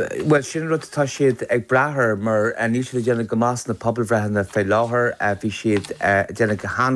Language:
Irish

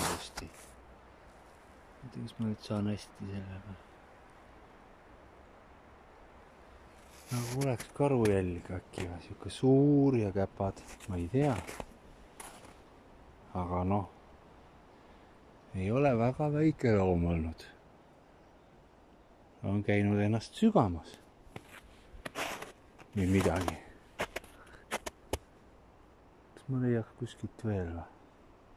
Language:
Estonian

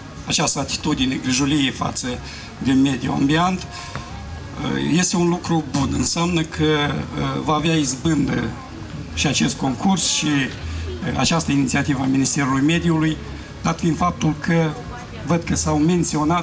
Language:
Romanian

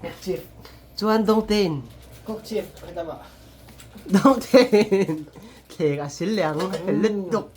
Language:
Mizo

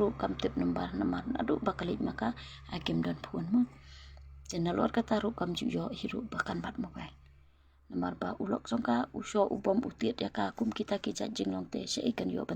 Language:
Khasi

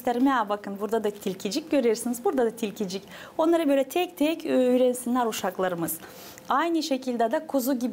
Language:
Gagauz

